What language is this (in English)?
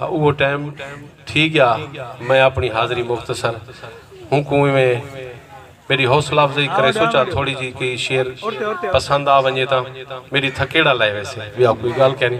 Saraiki